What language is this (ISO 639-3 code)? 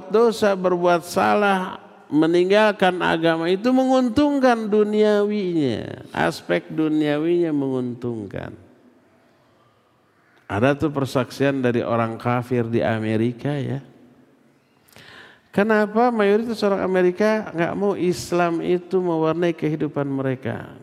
ind